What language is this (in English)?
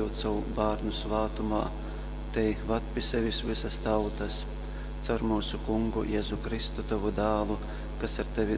Latgalian